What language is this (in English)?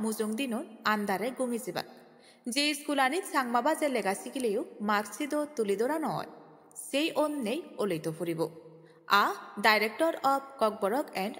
Chakma